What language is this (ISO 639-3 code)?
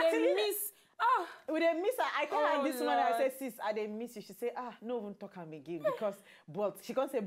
pcm